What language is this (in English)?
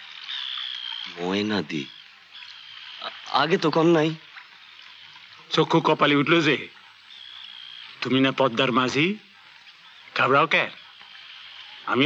Bangla